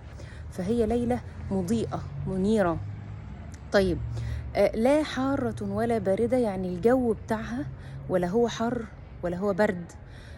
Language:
Egyptian Arabic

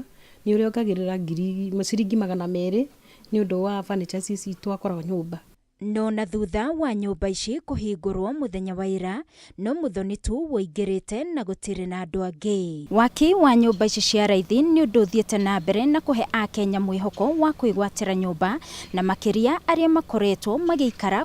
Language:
Kikuyu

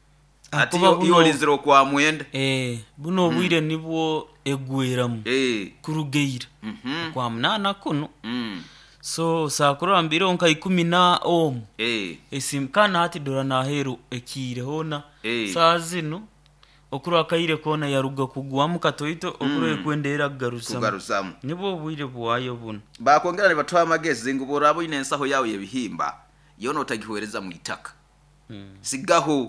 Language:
Nyoro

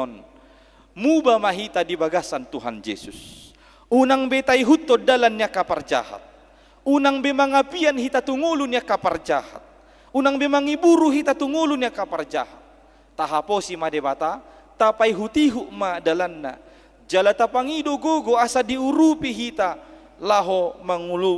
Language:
Batak Toba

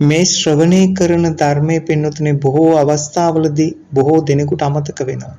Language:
Sinhala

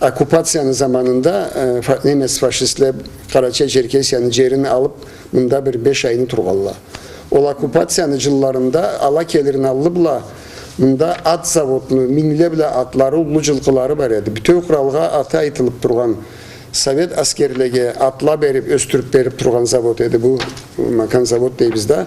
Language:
Karachay-Balkar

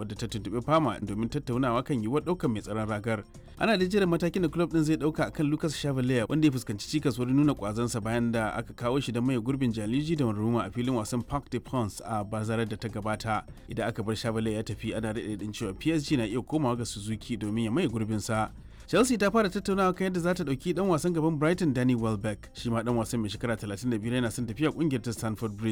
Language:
Hausa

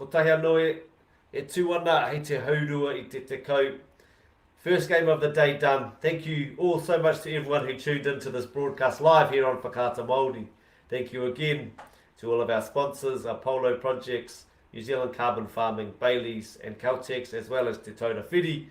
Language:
Māori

